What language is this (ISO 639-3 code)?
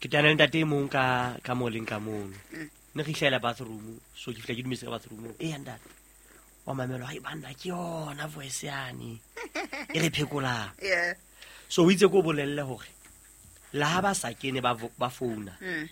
sot